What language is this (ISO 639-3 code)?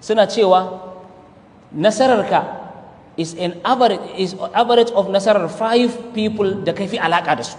hau